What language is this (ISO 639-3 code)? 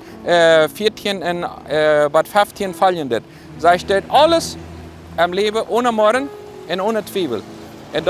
pdt